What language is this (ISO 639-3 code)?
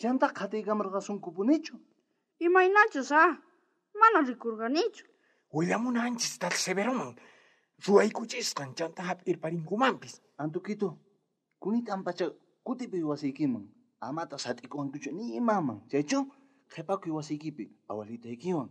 quh